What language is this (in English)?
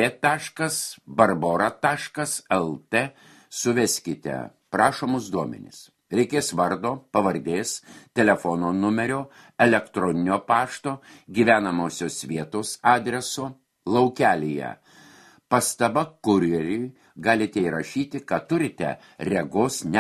Lithuanian